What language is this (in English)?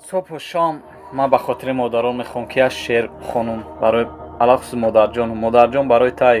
Tajik